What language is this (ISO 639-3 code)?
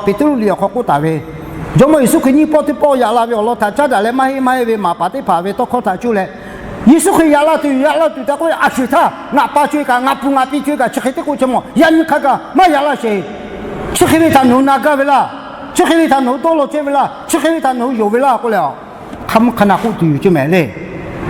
lhu